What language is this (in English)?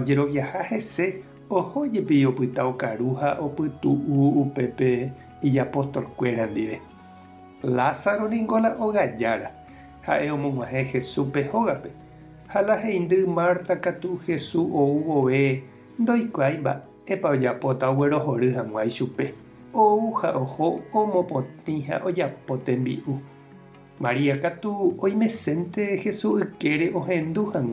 Guarani